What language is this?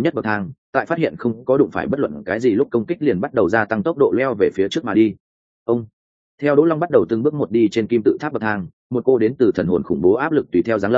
Vietnamese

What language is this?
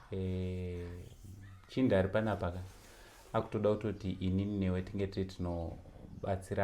Shona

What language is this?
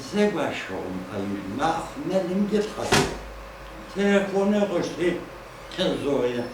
Adyghe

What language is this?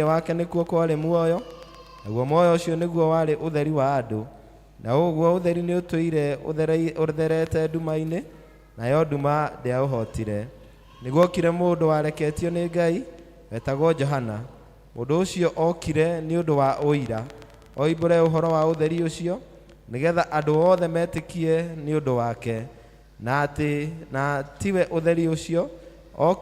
Kikuyu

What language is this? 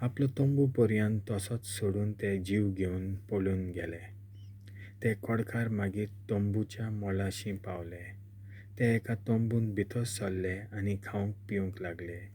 Konkani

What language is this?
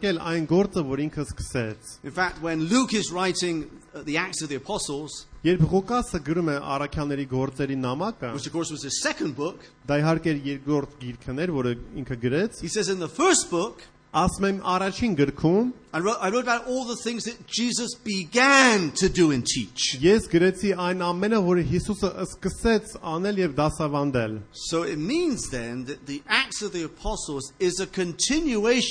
Armenian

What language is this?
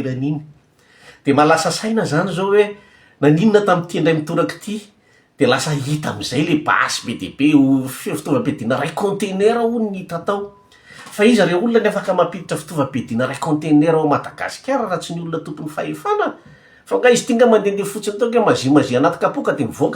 Malagasy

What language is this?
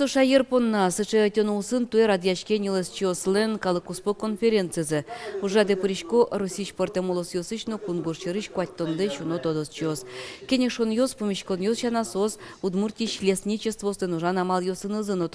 Udmurt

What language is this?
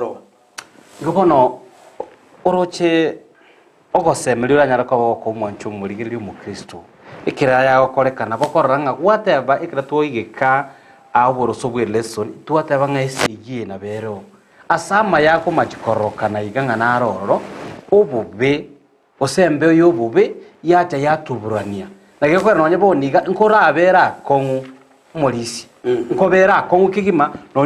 Gusii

